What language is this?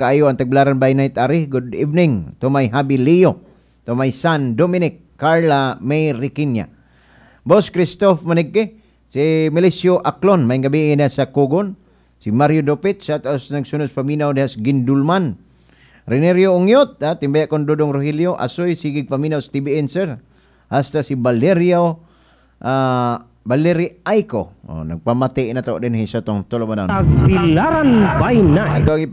Cebuano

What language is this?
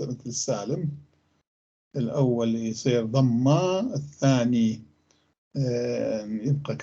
North Levantine Arabic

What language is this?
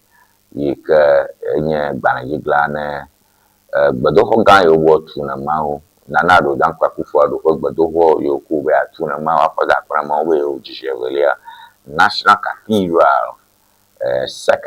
Ewe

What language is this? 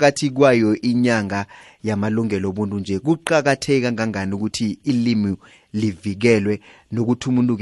South Ndebele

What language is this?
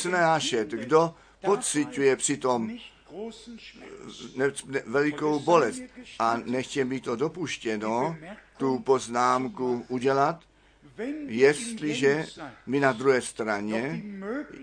Czech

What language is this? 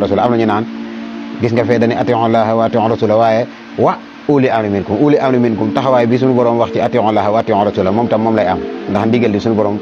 Wolof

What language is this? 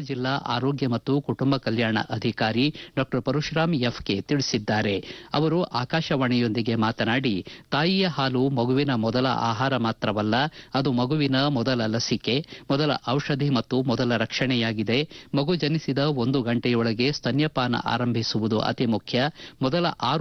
Kannada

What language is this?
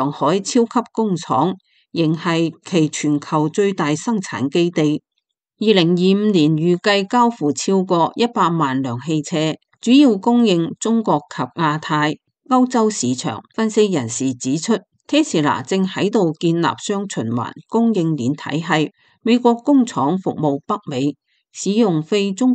Cantonese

